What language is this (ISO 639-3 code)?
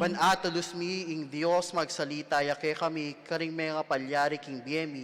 pam